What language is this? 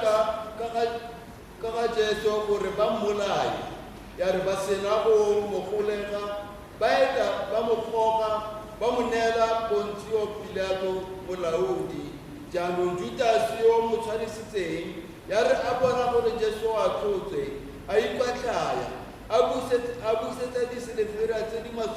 Tswana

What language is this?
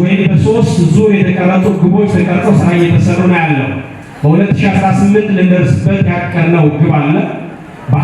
Amharic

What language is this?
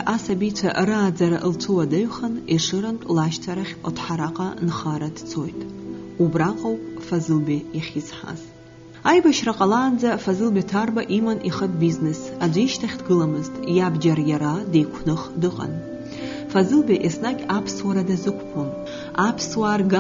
Abkhazian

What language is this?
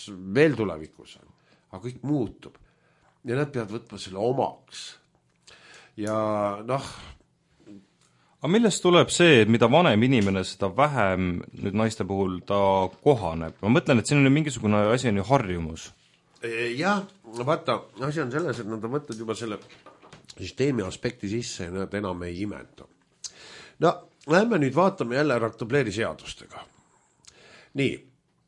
Estonian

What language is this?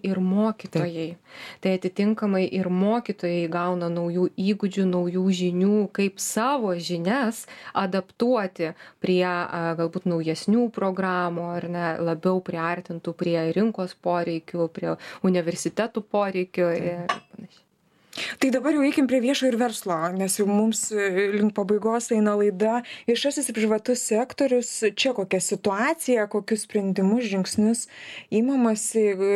Lithuanian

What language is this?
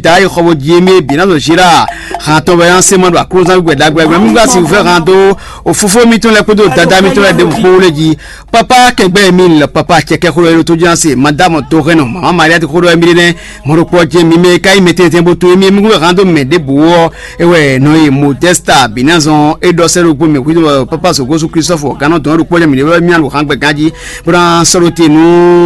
Fon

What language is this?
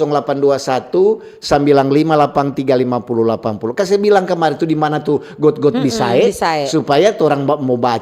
Manado Malay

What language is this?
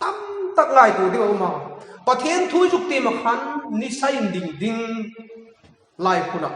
Hmar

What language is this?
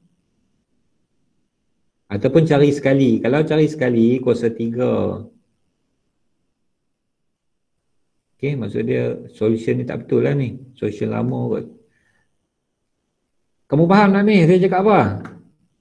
Malay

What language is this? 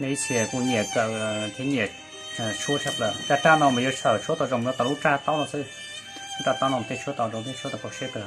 Hmong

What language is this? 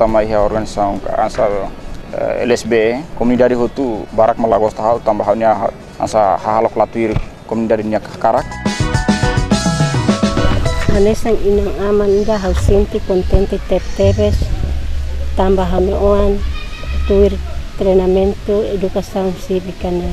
Tetun Dili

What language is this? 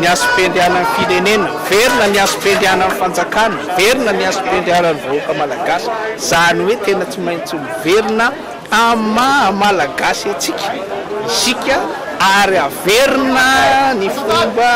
Malagasy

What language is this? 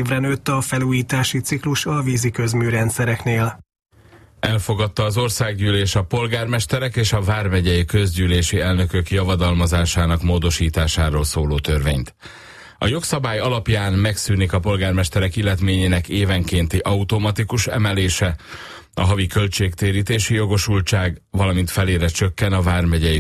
Hungarian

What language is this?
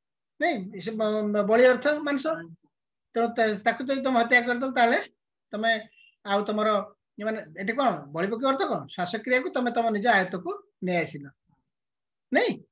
Odia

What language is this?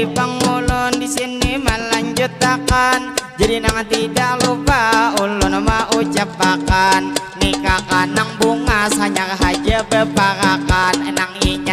Banjar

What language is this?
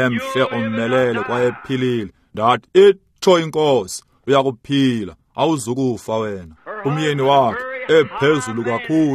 Xhosa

